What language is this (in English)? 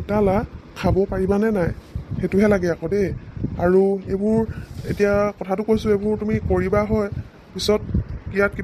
Assamese